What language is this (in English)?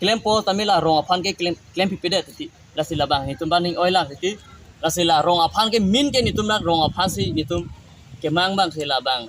Karbi